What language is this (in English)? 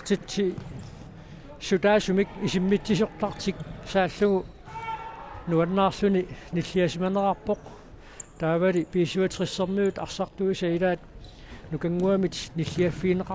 Kalaallisut